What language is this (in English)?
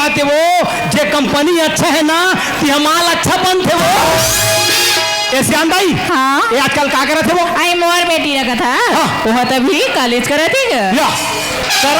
Chhattisgarhi